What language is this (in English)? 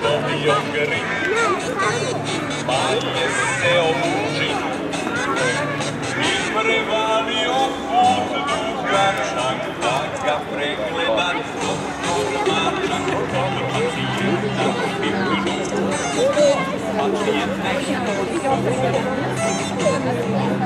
Serbian